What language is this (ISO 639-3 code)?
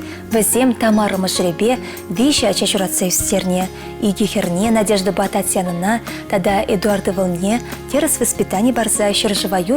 chv